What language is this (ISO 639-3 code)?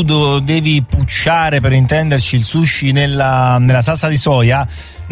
ita